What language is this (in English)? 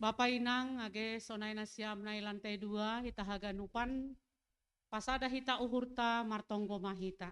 Batak Simalungun